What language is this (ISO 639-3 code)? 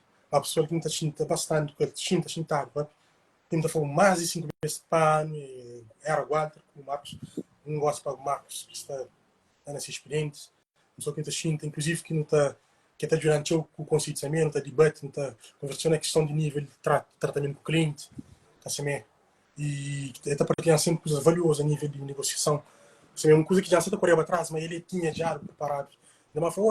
kea